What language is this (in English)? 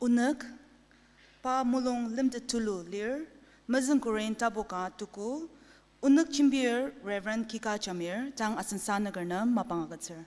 Ao Naga